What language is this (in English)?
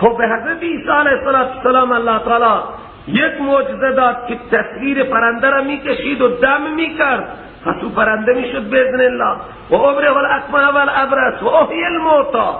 Persian